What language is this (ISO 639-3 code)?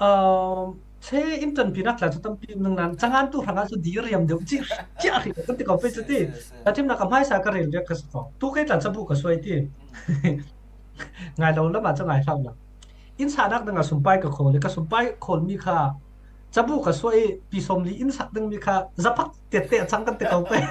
cfm